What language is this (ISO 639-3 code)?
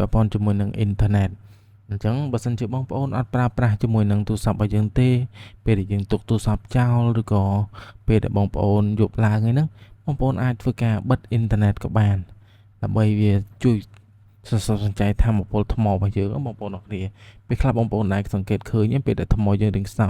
khm